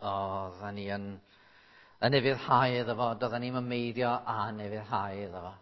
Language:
Welsh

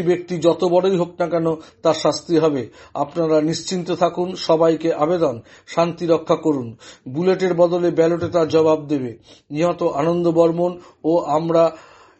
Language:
Bangla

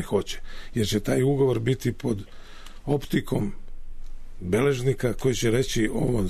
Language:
Serbian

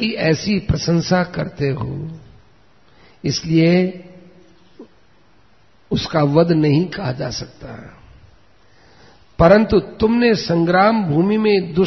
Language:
Hindi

